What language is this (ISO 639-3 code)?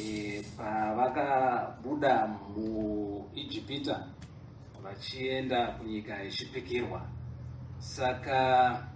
sna